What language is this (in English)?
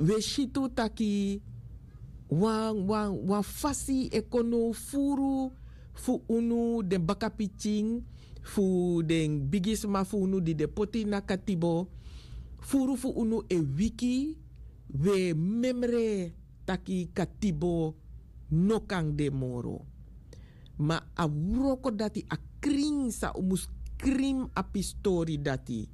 Sranan Tongo